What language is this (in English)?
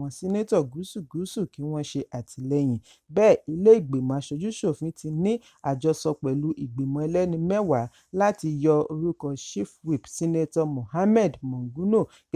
Yoruba